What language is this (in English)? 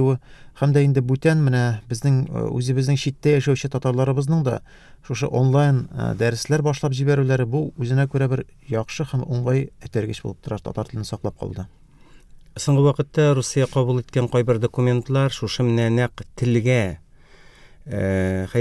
Tatar